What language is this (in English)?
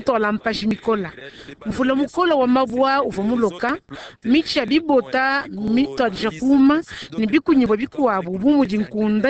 Luba-Lulua